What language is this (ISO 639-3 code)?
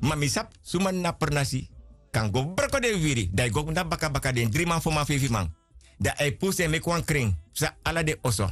srn